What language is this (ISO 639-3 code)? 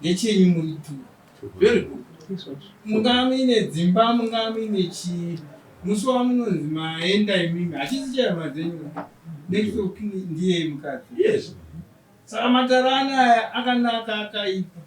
sna